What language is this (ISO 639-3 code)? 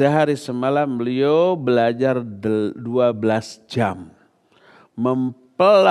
ind